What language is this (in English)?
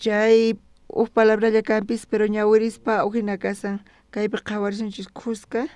South Bolivian Quechua